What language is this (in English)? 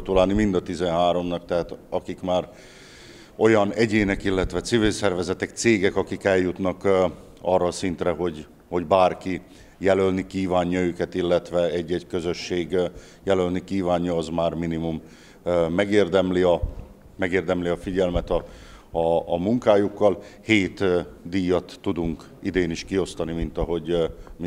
Hungarian